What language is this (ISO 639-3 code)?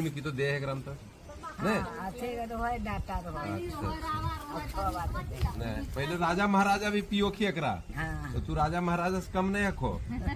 mag